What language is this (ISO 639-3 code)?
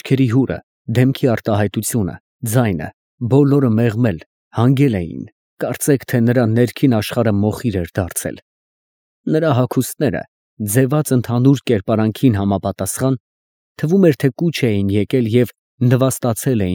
hye